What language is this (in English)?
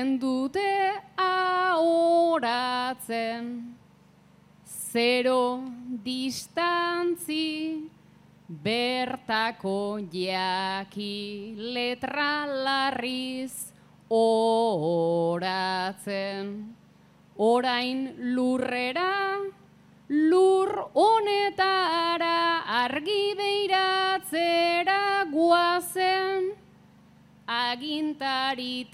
Basque